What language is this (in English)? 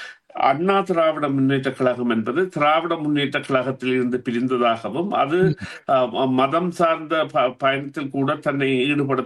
Tamil